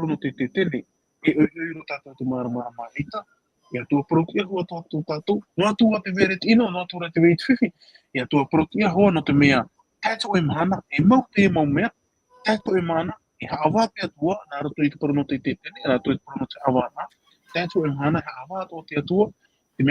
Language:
Tahitian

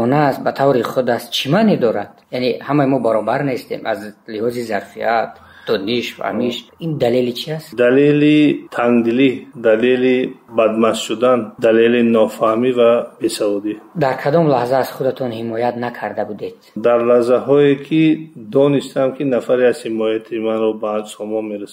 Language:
Tajik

